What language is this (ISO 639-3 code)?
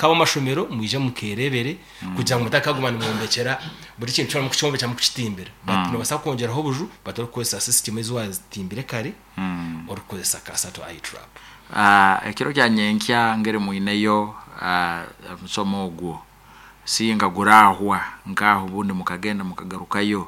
nyn